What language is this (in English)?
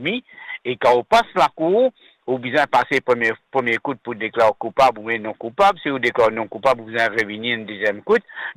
Morisyen